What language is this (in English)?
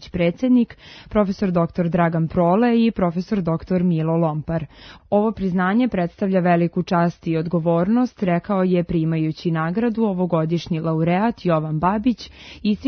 Serbian